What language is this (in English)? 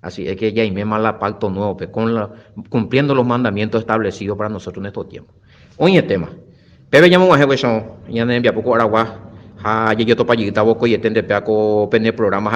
Guarani